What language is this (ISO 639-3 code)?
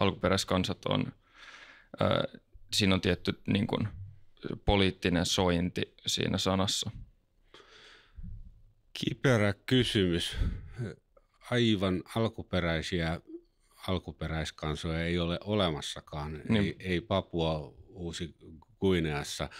fin